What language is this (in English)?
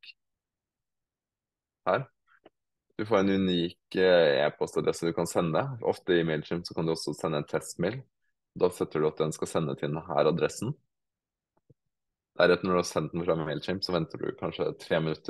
Norwegian